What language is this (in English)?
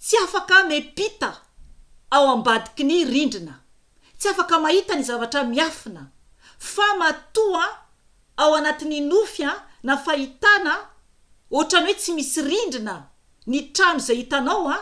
Malagasy